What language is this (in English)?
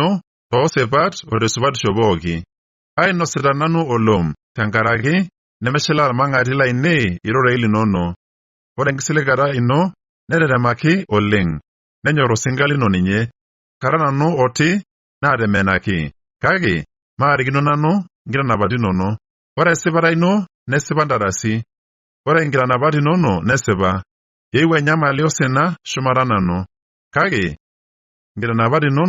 Masai